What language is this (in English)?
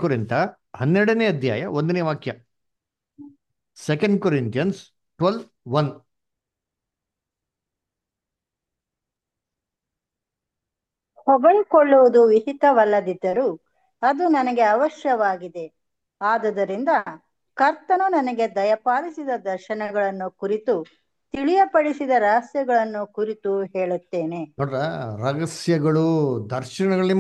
Kannada